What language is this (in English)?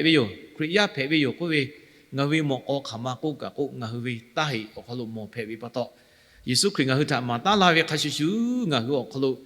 Lahu